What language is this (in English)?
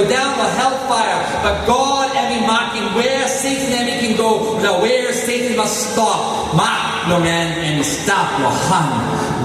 Tok Pisin